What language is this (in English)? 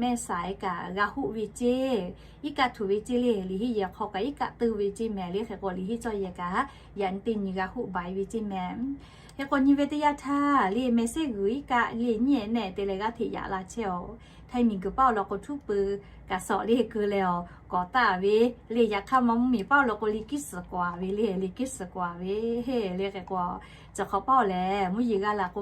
Lahu